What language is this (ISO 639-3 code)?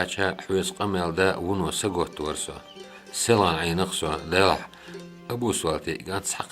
che